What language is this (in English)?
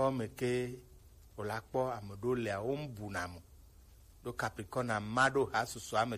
Gen